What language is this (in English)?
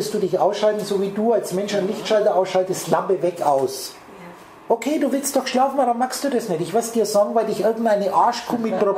German